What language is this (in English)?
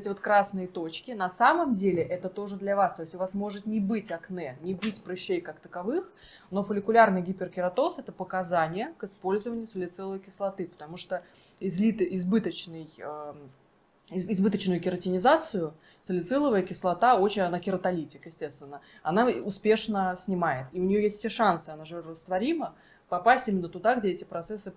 Russian